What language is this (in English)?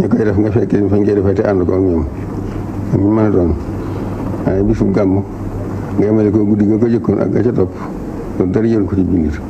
Wolof